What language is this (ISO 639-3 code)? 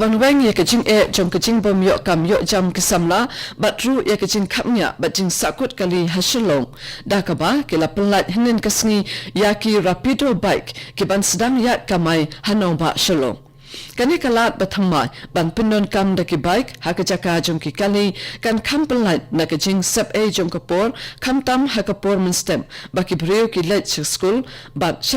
kha